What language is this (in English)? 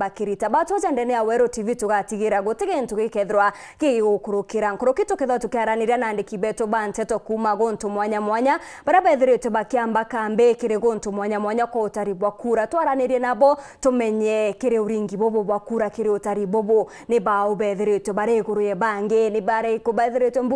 Meru